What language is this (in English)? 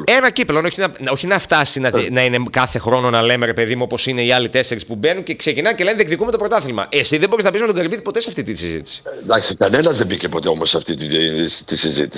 Greek